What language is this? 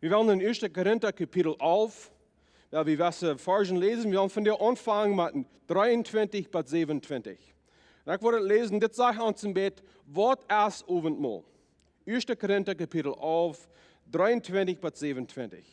Plautdietsch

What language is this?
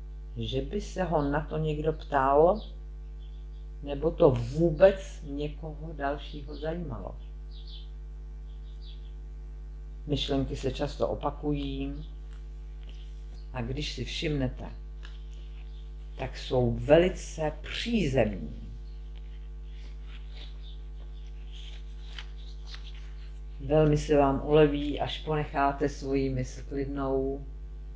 Czech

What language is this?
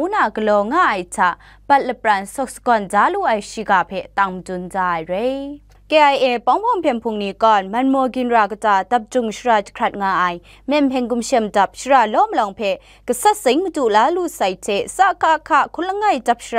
Kachin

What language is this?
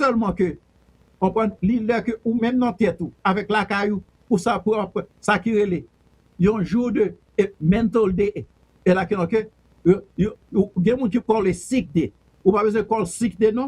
Haitian Creole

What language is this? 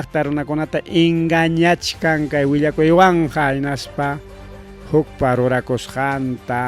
Ayacucho Quechua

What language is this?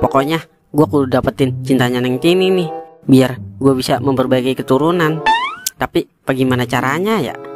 Betawi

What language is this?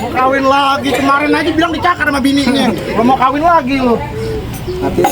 Betawi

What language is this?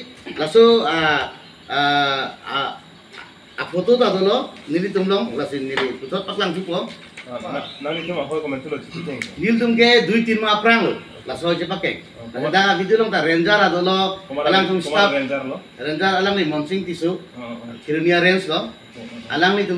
Karbi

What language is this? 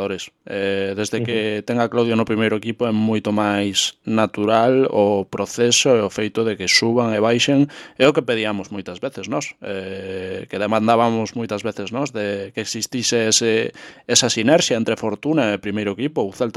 Galician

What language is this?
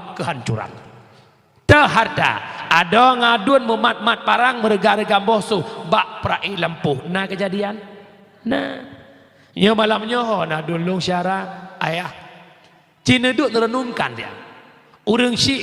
Achinese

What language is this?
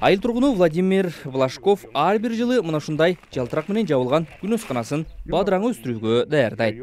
Kyrgyz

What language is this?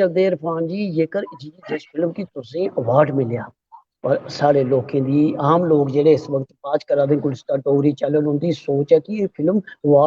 Dogri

